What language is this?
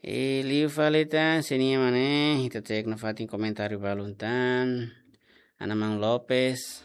Tetum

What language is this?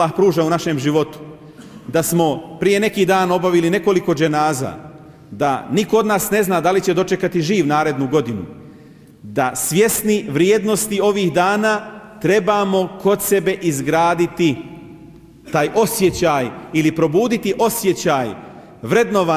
Bosnian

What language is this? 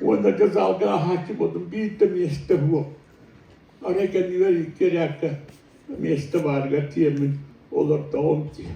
Yakut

